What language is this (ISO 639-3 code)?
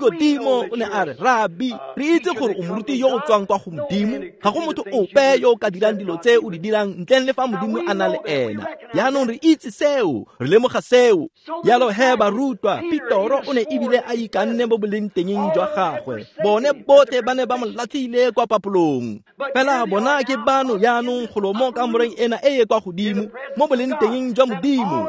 tsn